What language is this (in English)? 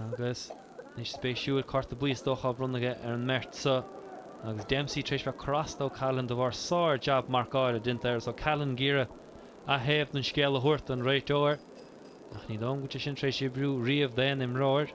Irish